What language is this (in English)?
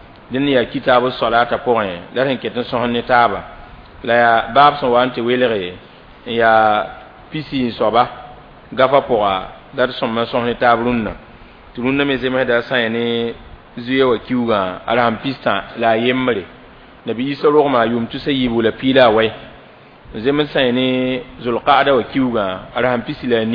Mossi